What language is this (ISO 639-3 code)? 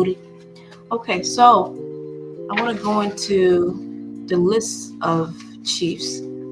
ach